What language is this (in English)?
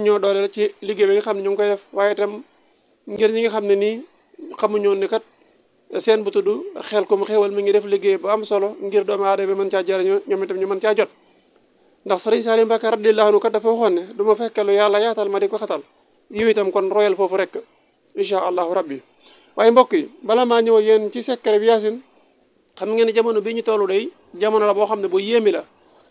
Wolof